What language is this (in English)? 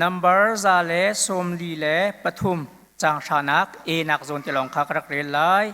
Hakha Chin